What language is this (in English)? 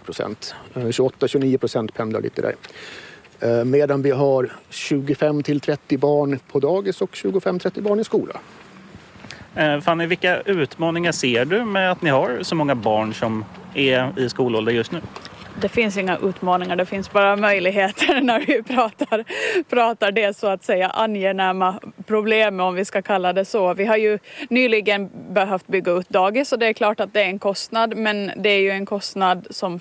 Swedish